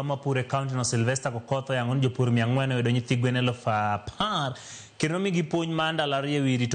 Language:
Luo (Kenya and Tanzania)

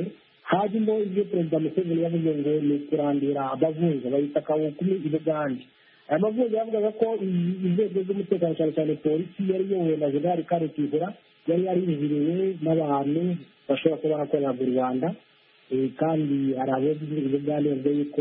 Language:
Kinyarwanda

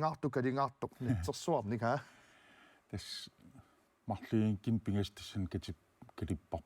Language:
Kalaallisut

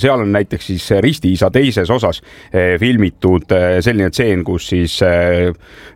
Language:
Estonian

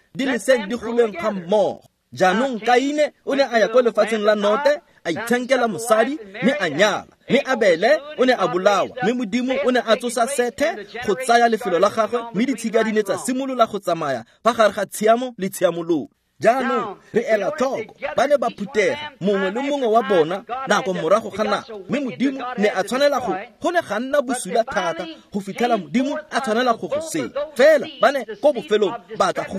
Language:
Tswana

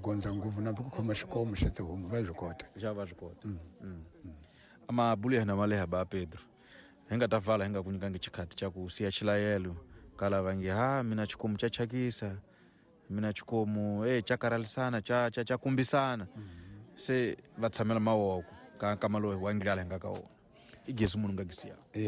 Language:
Tsonga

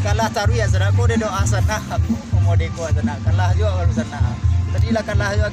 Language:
Minangkabau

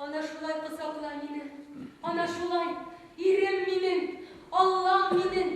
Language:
Bashkir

